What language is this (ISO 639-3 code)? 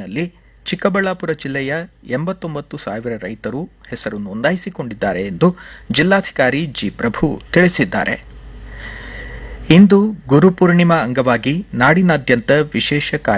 kan